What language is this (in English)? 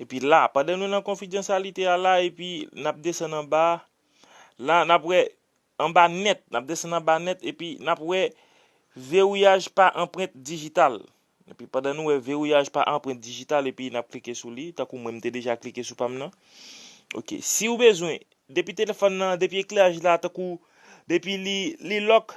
Haitian Creole